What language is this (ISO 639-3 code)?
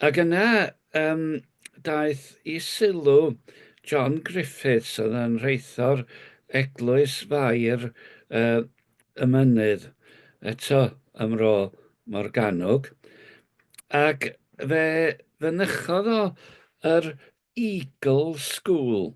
cym